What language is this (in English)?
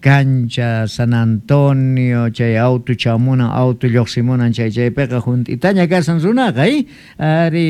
South Bolivian Quechua